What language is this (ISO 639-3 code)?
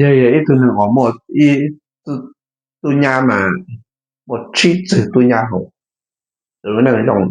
hmn